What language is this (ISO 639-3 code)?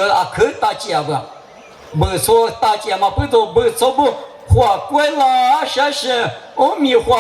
lis